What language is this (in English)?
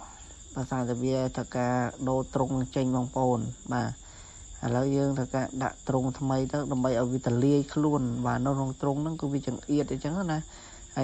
Khmer